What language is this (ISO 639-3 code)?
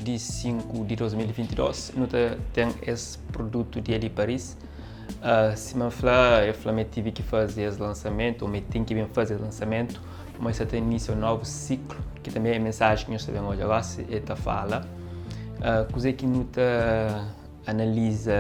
kea